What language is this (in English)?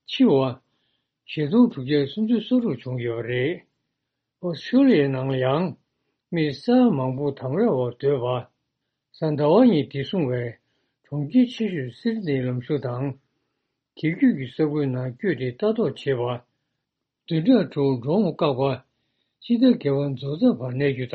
Tibetan